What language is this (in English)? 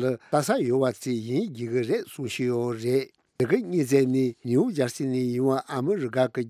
Tibetan